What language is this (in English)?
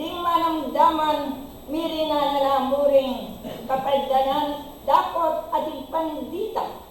Pampanga